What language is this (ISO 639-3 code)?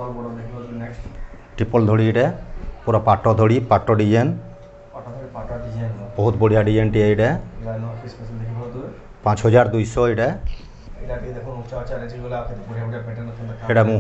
ori